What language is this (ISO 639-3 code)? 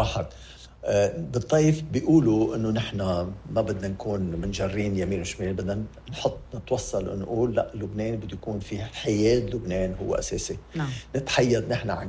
apc